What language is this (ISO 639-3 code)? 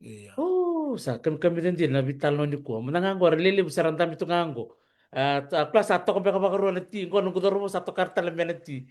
fij